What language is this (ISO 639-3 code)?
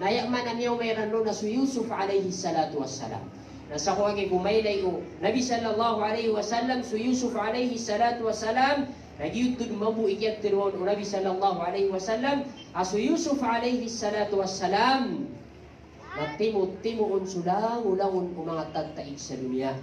mrw